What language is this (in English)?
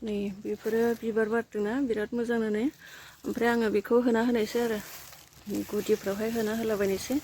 Bodo